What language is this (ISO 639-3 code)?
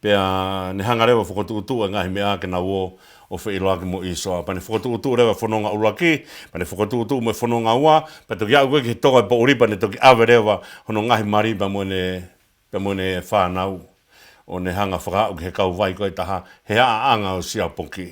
ton